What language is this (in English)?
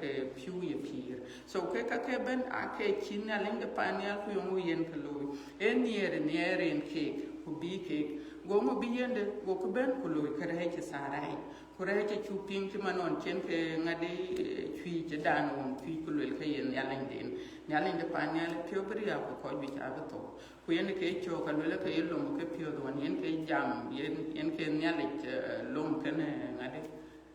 Dinka